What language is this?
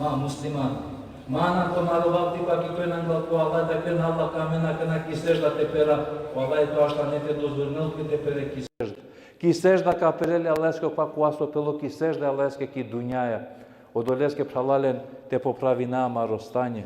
Balkan Romani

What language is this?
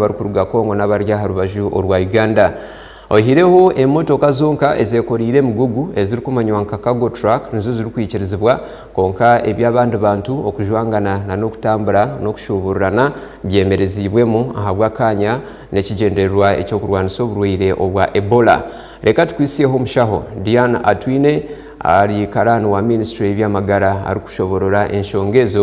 Nyankole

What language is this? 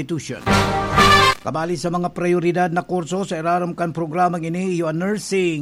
Bikol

